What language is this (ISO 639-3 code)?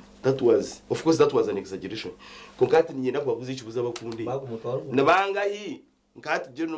nyn